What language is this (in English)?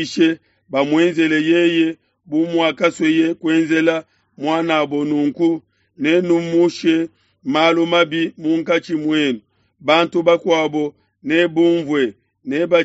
Luba-Lulua